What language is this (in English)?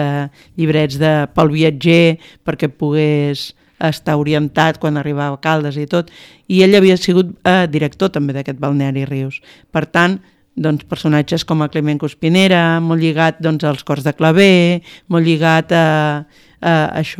Catalan